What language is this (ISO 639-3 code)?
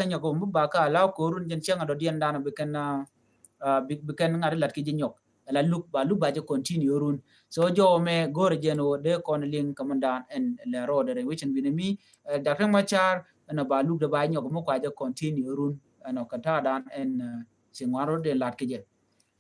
nus